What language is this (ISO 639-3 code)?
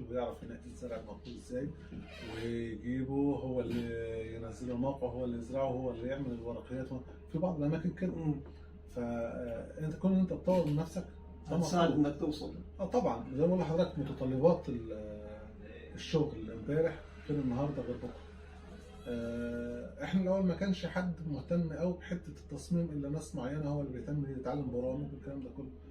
arz